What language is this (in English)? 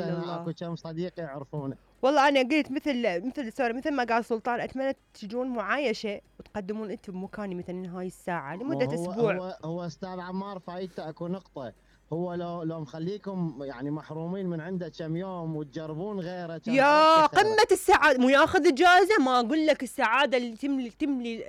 Mesopotamian Arabic